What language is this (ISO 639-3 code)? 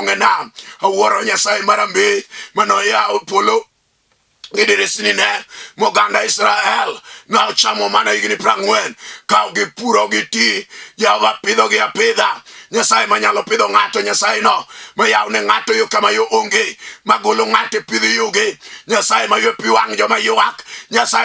luo